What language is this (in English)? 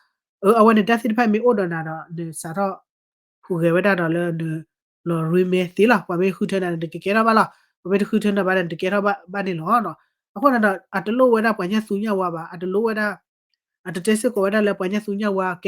S'gaw Karen